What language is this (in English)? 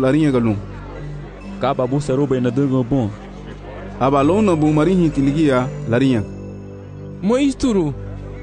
Garifuna